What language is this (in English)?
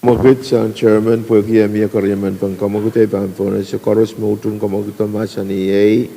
Pohnpeian